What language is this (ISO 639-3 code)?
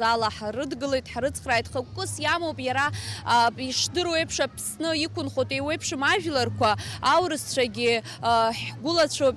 abk